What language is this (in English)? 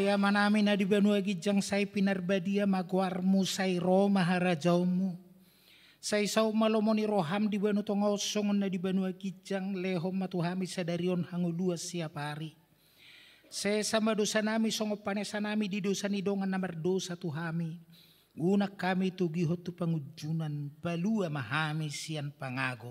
Batak Toba